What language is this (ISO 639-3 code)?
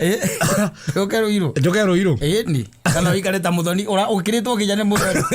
kik